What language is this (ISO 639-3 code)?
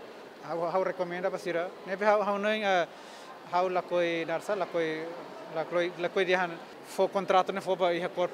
tet